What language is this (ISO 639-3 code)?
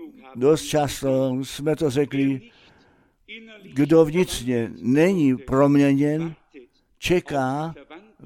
ces